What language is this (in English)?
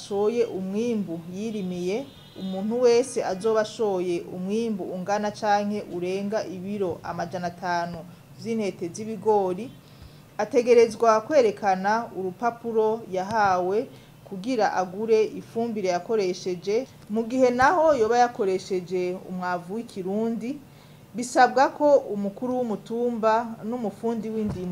Rundi